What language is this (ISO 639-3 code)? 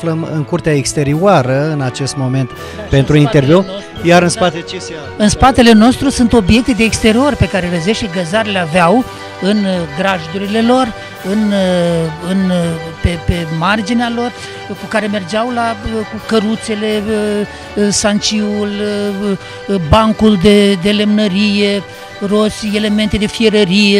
ron